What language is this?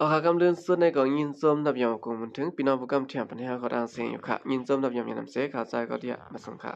Shan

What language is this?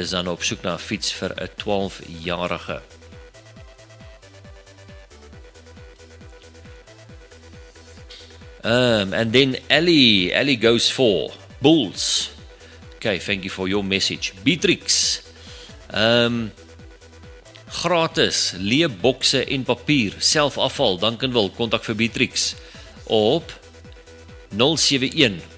Afrikaans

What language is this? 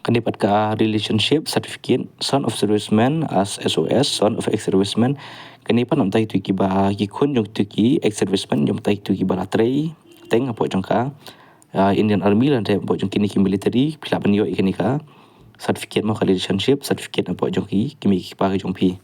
Khasi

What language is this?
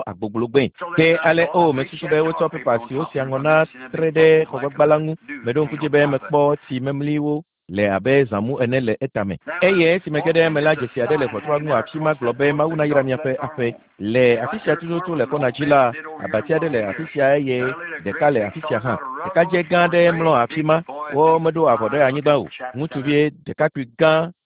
Ewe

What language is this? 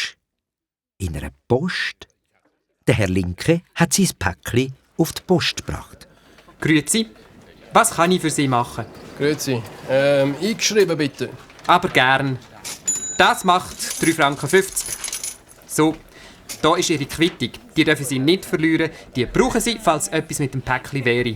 Swiss German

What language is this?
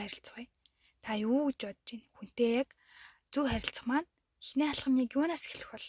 Mongolian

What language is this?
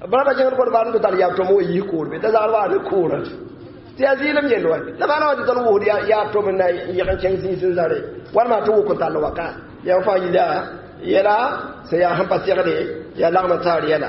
Mossi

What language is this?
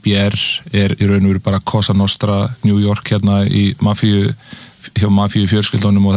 Icelandic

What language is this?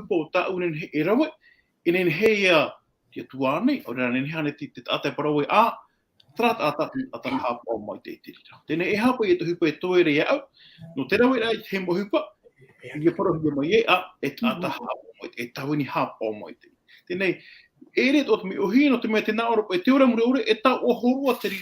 Tahitian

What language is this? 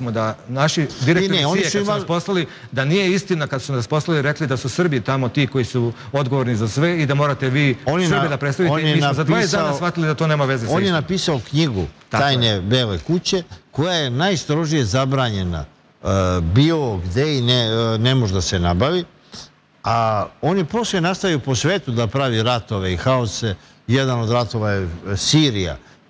Serbian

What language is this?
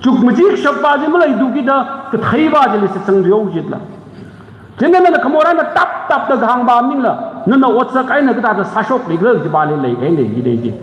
Tangkhul Naga (India)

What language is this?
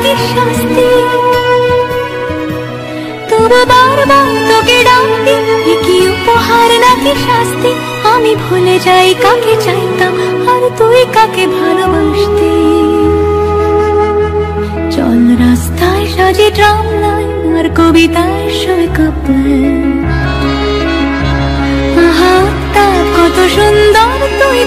Bangla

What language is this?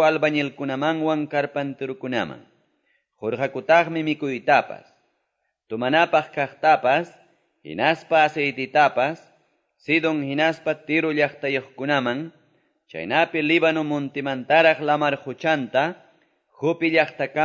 Quechua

